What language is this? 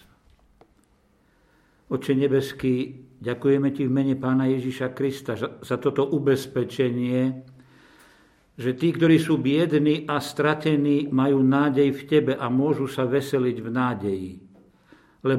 Slovak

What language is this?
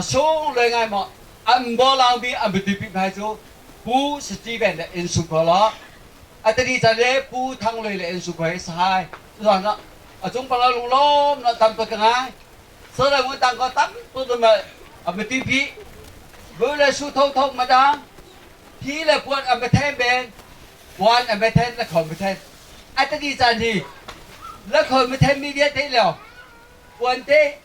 Hakha Chin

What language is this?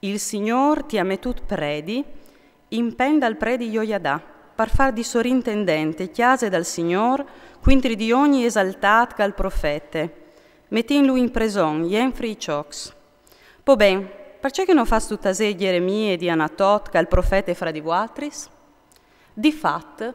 Friulian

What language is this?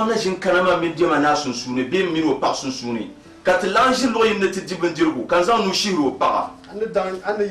Dagbani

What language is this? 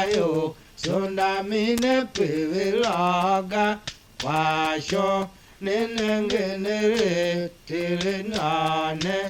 Tiv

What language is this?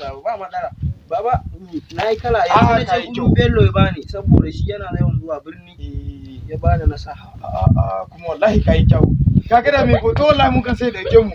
Hausa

